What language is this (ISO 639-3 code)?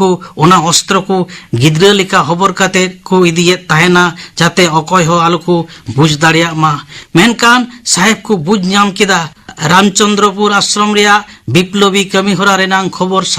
sat